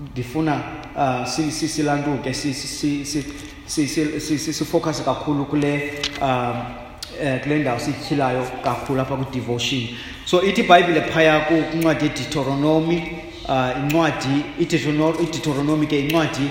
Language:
Xhosa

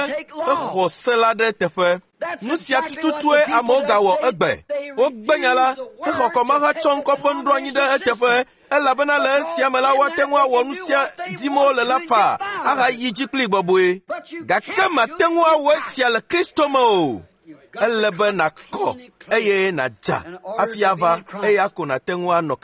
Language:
Ewe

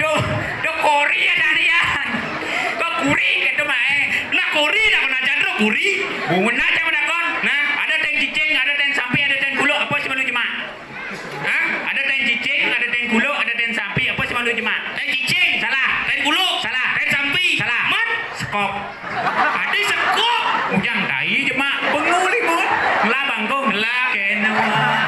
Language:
Balinese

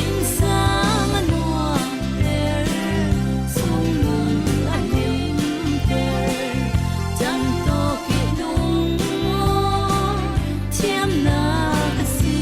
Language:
Falam Chin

